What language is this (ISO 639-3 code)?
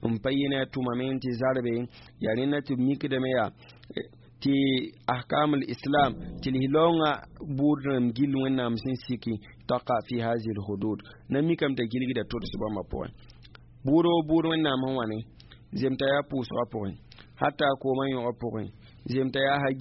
mos